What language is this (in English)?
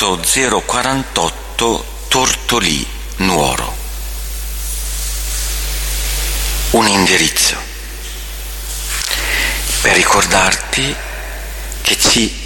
Italian